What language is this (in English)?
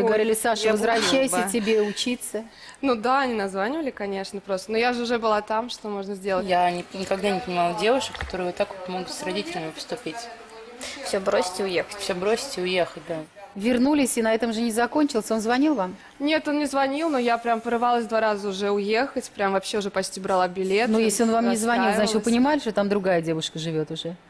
Russian